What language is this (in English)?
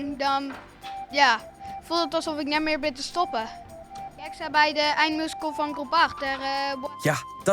Western Frisian